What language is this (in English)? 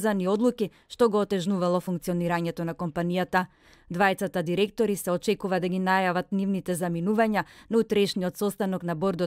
Macedonian